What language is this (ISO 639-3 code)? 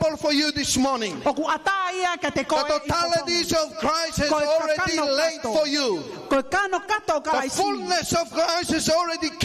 ton